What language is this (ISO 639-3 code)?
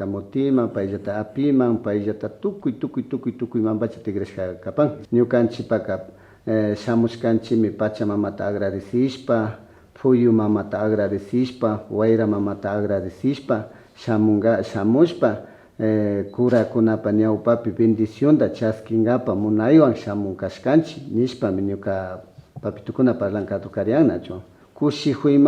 qvi